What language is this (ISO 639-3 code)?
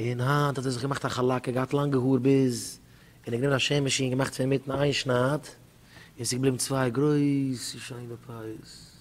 yid